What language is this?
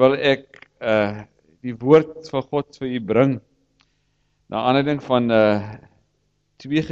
Afrikaans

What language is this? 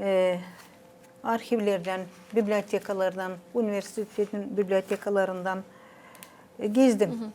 Gagauz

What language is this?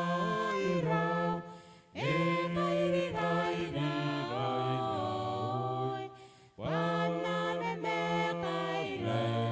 Gilbertese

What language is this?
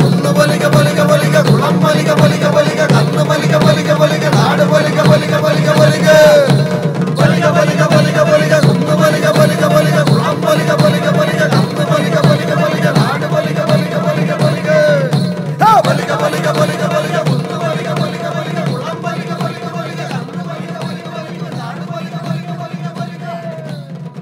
Malayalam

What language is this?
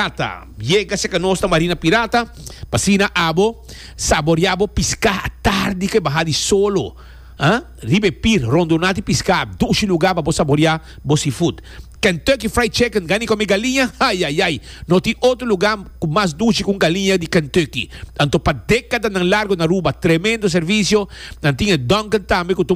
Papiamento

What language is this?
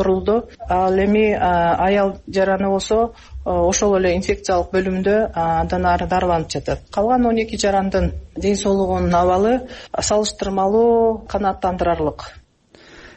Kyrgyz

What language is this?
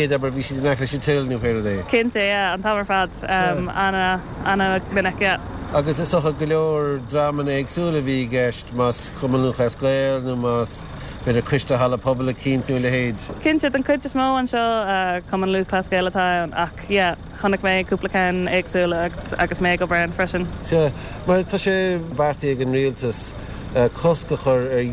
Irish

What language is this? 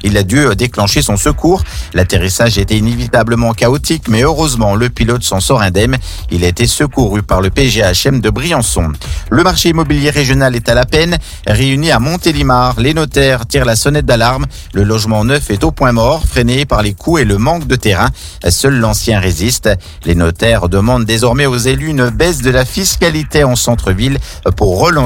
French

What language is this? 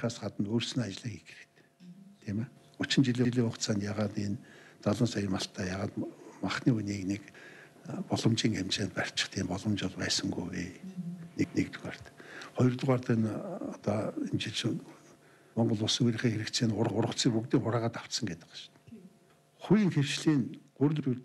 Mongolian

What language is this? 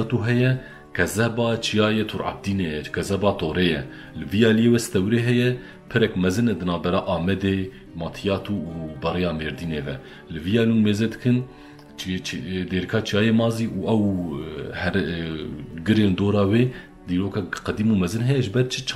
Kurdish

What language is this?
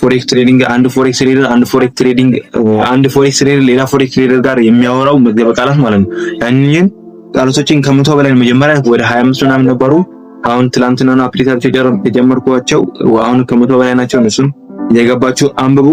Amharic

